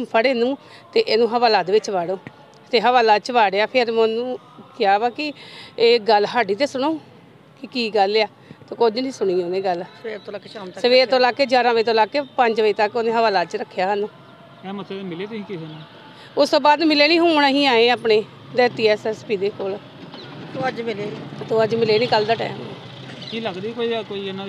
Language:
Punjabi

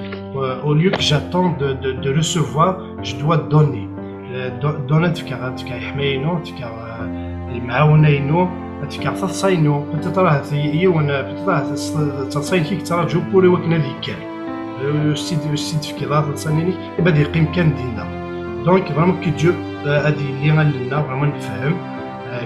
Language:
Kabyle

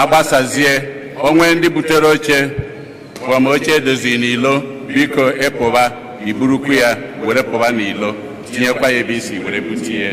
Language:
Igbo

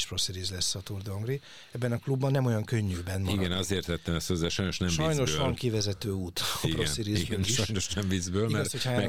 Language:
Hungarian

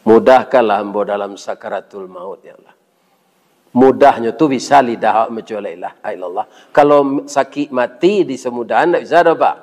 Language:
Minangkabau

